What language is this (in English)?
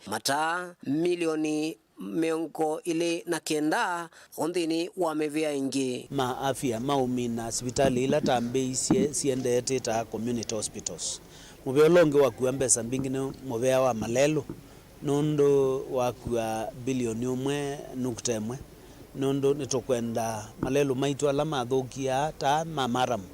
Kamba